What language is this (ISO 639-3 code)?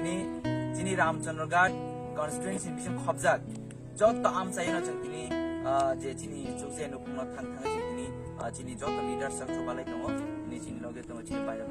trp